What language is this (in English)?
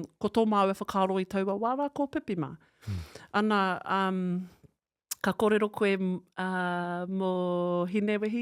Māori